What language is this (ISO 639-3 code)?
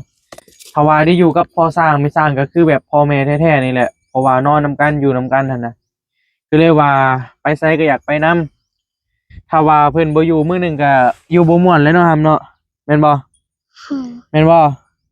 tts